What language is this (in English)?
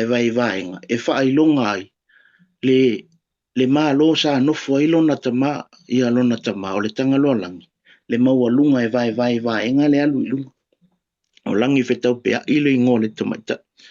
Samoan